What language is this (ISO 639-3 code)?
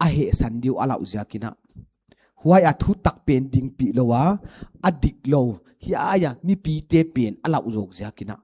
pck